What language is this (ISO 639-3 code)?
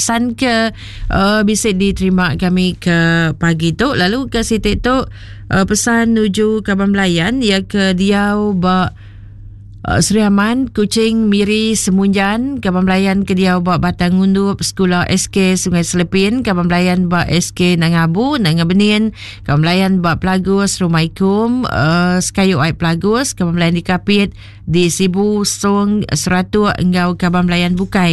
iba